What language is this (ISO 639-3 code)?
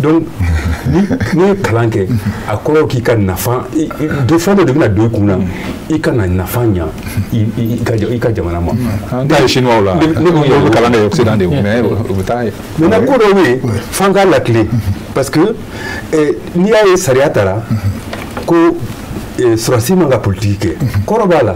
bam